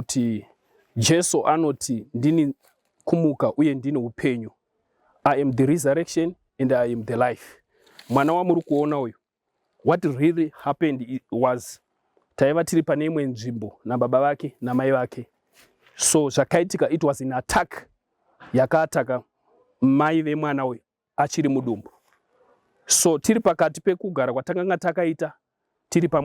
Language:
Shona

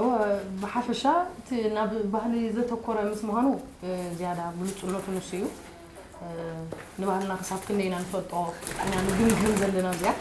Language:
Tigrinya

